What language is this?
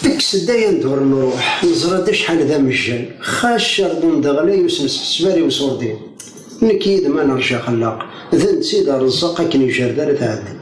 Kabyle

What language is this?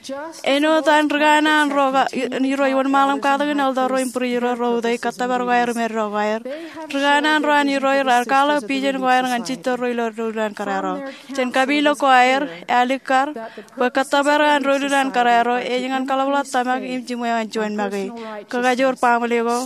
Marshallese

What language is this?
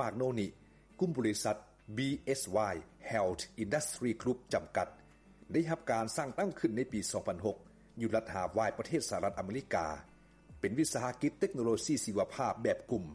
Lao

